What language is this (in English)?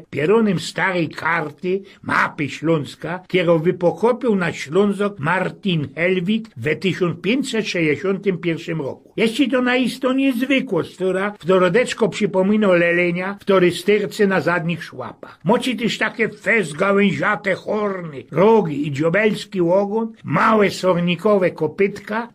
Silesian